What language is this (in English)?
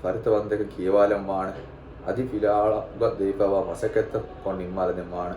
Divehi